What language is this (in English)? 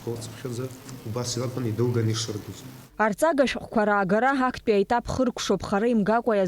Abkhazian